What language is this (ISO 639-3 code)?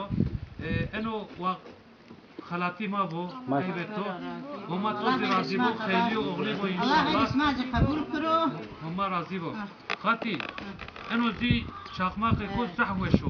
zza